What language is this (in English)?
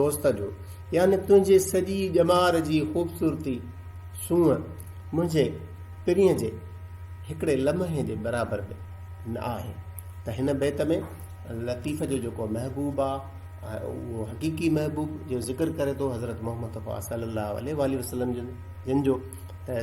Sindhi